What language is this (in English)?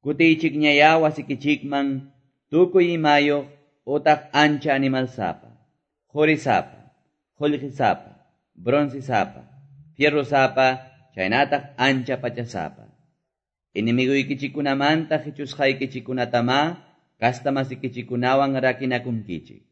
Quechua